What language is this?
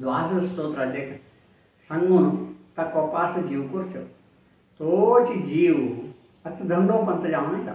Konkani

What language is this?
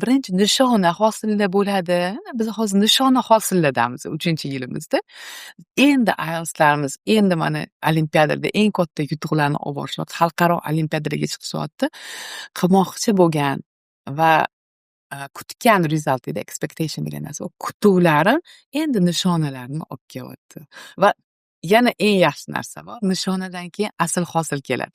Uzbek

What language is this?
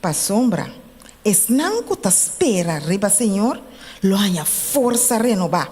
Papiamento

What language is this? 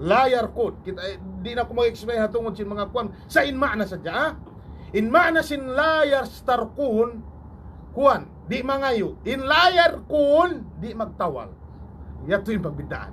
Tausug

